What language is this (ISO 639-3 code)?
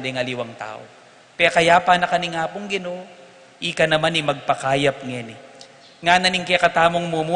pam